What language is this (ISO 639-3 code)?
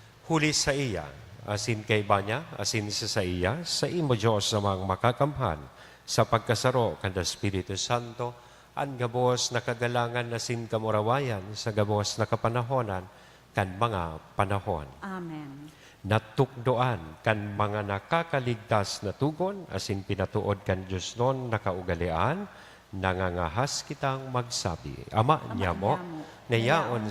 bik